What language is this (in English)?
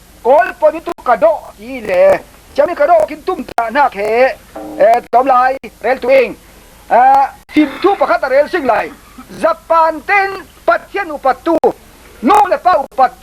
Falam Chin